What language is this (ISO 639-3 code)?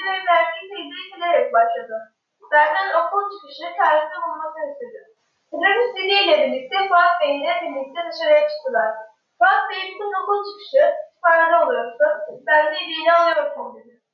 tur